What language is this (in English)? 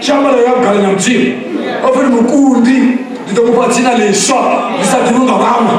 Venda